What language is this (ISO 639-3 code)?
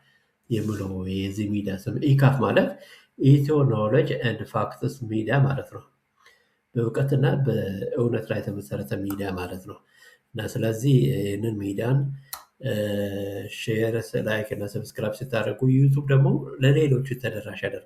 amh